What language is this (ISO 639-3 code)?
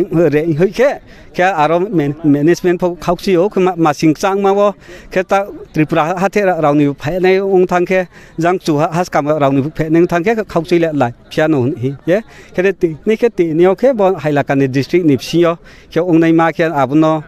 ria